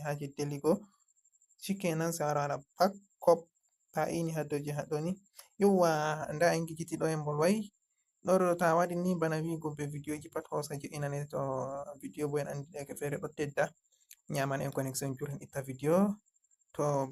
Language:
Fula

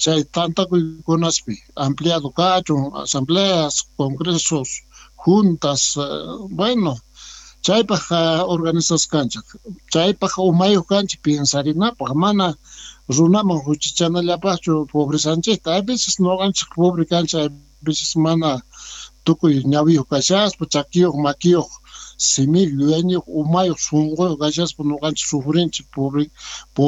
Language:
South Bolivian Quechua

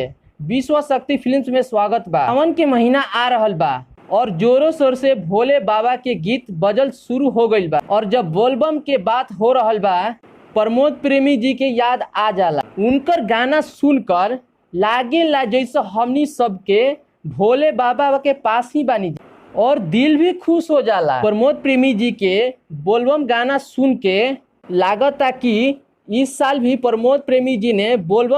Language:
Bhojpuri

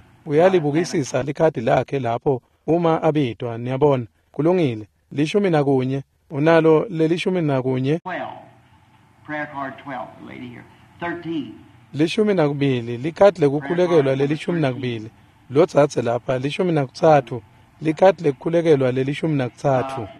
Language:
Swati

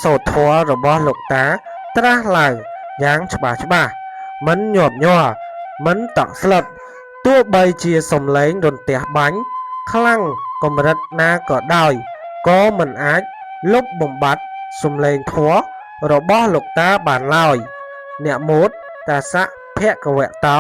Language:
Khmer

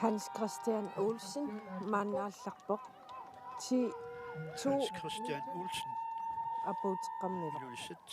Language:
Kalaallisut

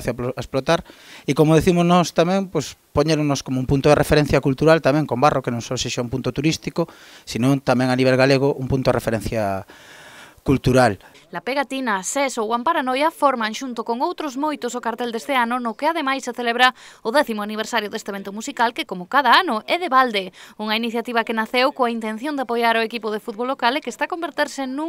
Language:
Galician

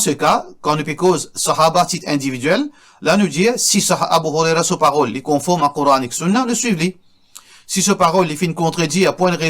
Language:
Morisyen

